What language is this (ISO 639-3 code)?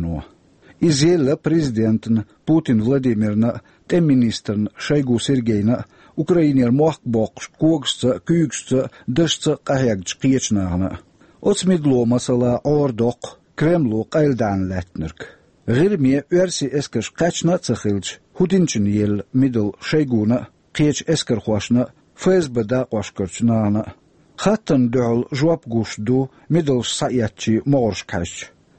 che